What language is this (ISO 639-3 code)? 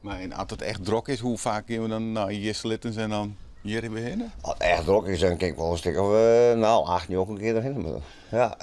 fry